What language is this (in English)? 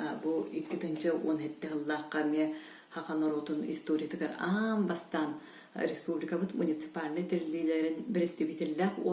Yakut